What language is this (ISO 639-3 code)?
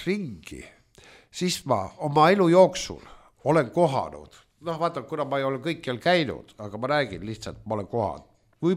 est